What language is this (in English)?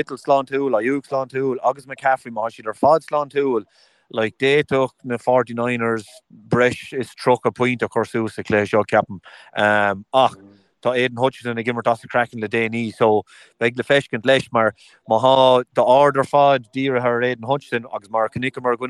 Irish